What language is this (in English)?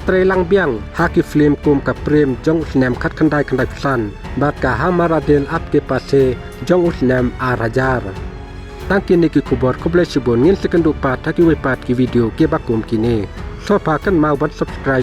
Khasi